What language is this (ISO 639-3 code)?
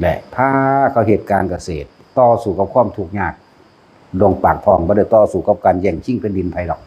tts